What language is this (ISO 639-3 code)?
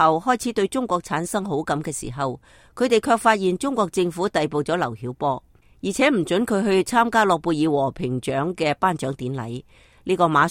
yue